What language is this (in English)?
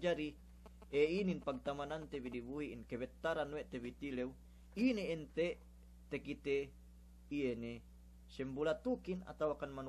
Yakan